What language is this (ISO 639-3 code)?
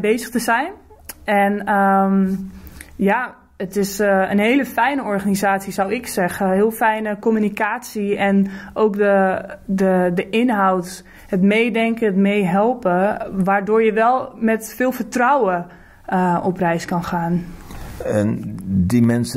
nld